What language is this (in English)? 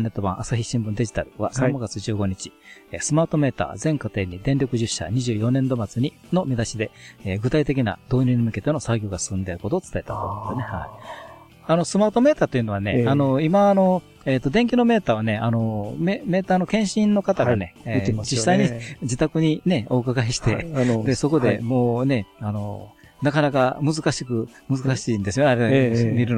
Japanese